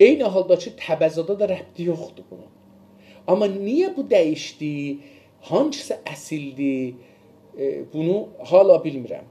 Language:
South Azerbaijani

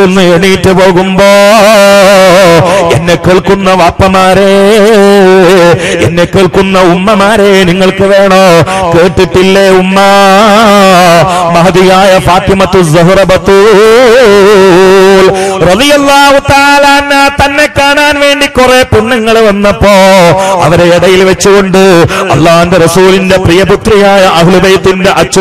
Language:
Malayalam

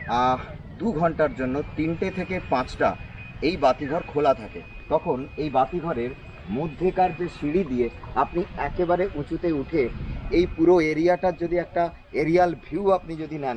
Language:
Bangla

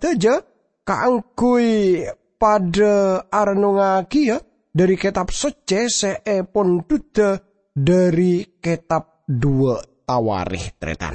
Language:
Madurese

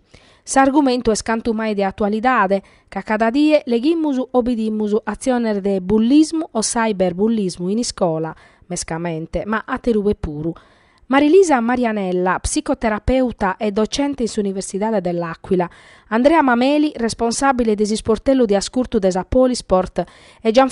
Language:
Sardinian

